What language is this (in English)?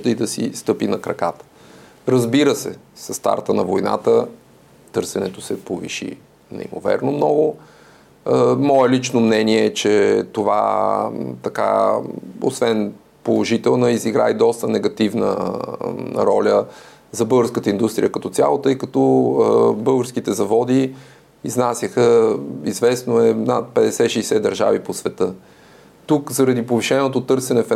Bulgarian